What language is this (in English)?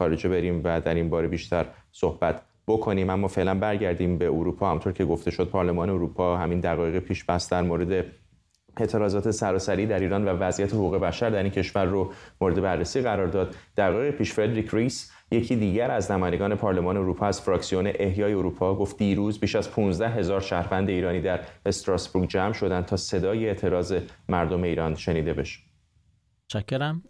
Persian